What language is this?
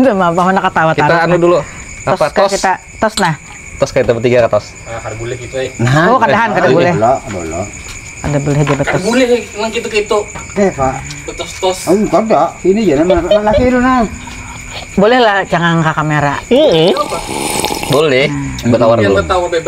Banjar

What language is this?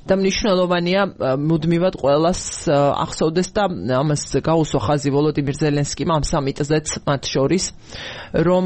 Georgian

